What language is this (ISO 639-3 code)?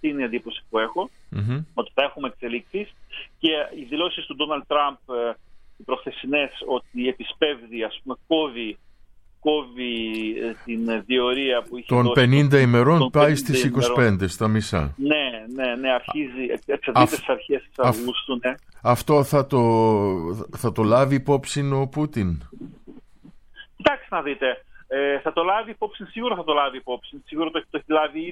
ell